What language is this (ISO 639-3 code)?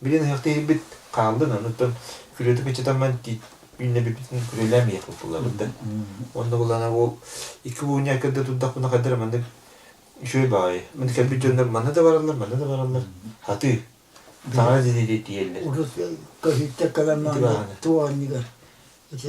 sah